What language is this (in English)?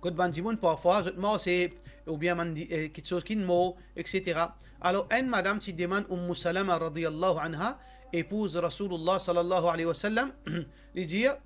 Morisyen